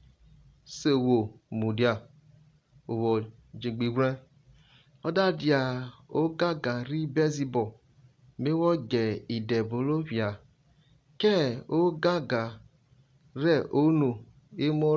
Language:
Urhobo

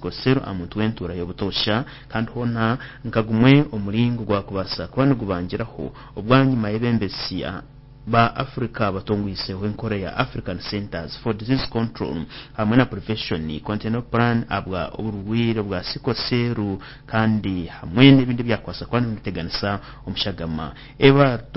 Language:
Nyankole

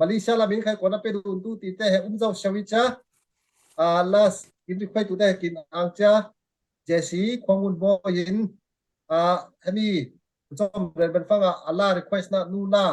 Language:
Falam Chin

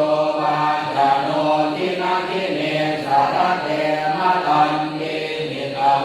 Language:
Pali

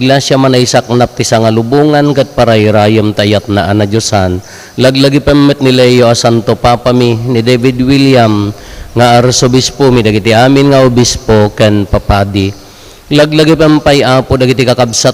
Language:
Iloko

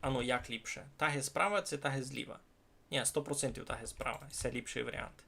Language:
Rusyn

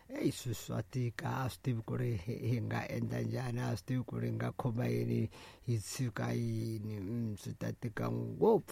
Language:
Tsonga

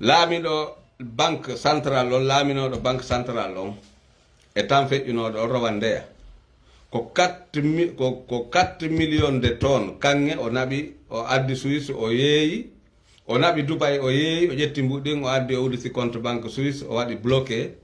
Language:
Fula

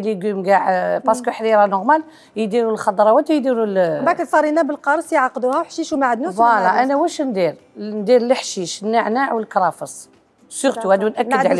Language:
Algerian Arabic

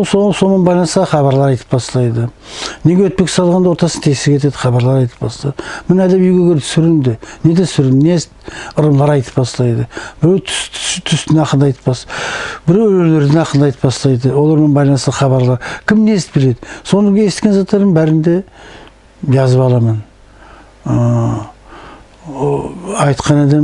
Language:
Nogai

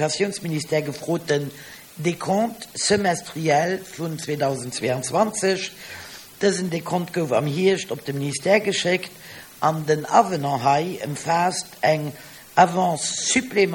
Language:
Luxembourgish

